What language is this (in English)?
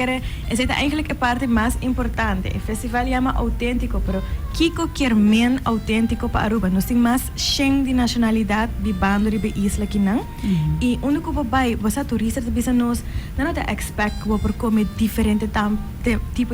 Papiamento